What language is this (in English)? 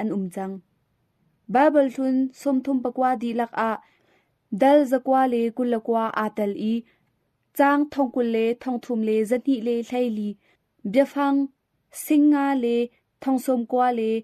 Hakha Chin